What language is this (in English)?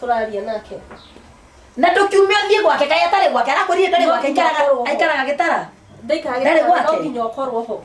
Kikuyu